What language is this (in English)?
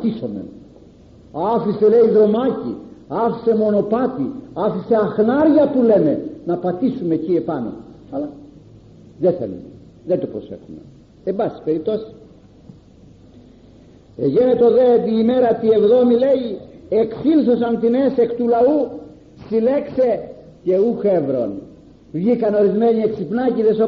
Greek